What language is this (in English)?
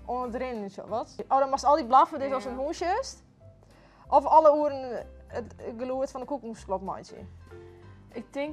Western Frisian